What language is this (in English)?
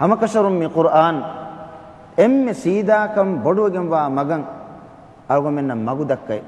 Divehi